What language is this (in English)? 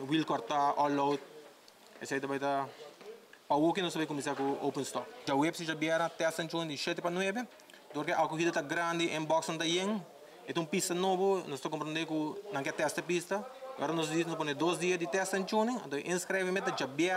Papiamento